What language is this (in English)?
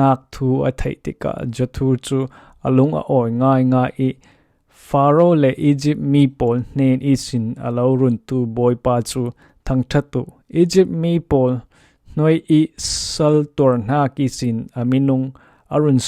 Falam Chin